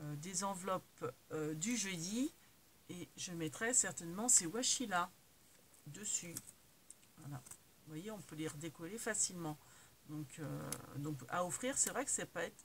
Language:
French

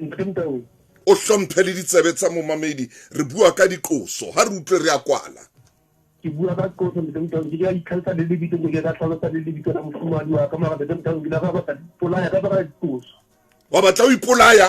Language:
Southern Sotho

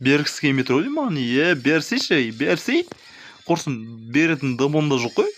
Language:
Kazakh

